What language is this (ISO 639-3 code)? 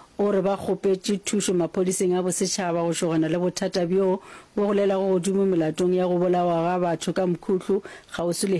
nso